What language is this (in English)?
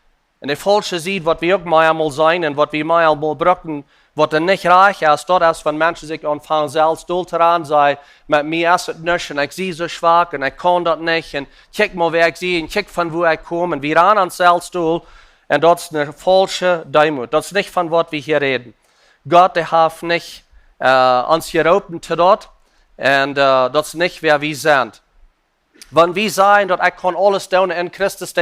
Plautdietsch